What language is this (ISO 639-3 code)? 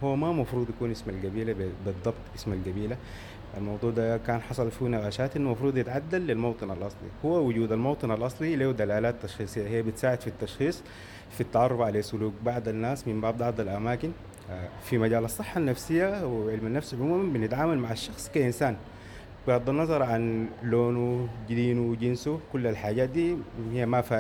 apd